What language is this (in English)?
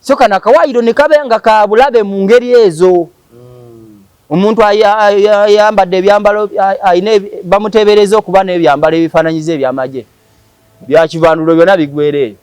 Ganda